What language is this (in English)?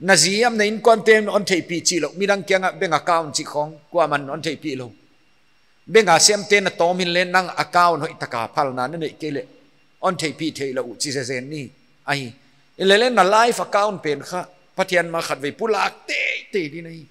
Paite Chin